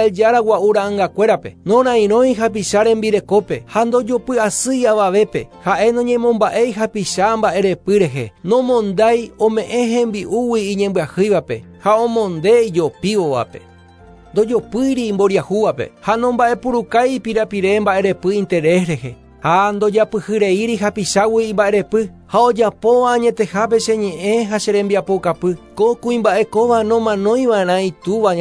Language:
Guarani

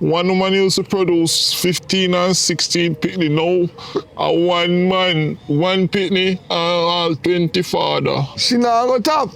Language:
Jamaican Creole English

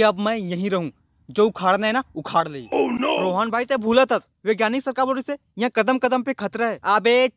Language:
Chhattisgarhi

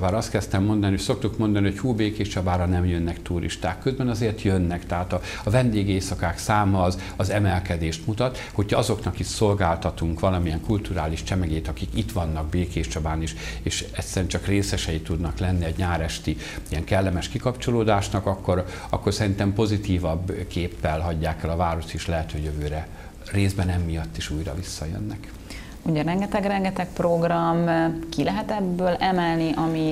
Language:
Hungarian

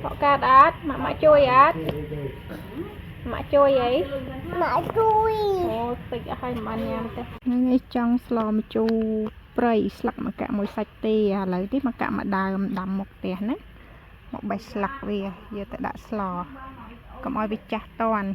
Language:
Khmer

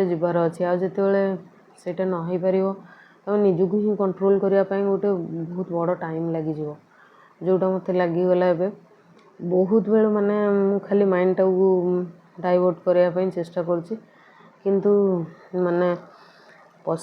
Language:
Odia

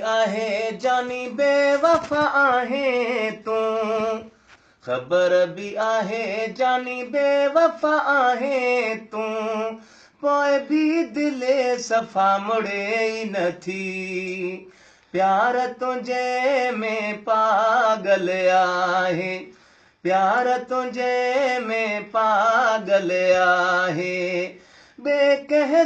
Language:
Sindhi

